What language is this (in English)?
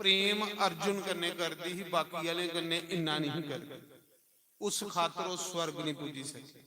Dogri